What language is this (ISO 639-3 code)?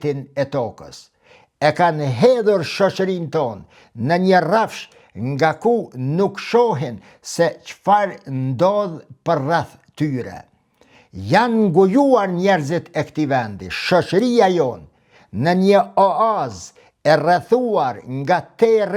sqi